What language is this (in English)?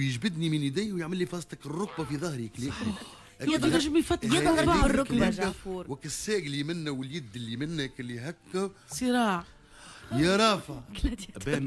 Tunisian Arabic